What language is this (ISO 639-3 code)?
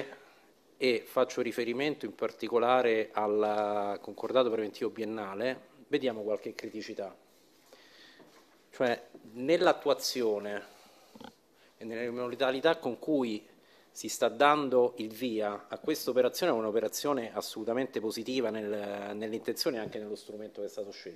ita